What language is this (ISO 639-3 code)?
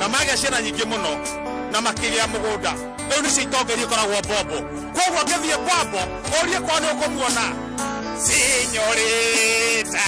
kik